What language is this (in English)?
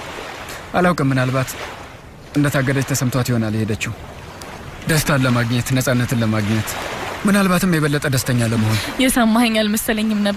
Amharic